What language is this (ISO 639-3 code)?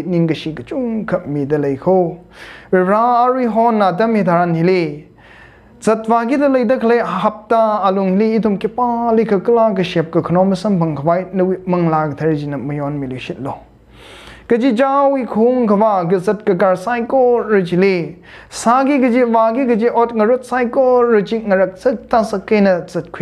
nmf